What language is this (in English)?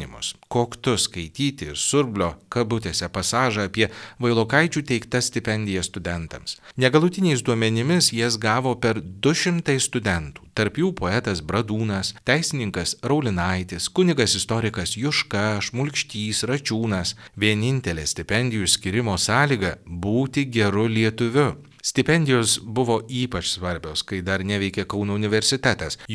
Lithuanian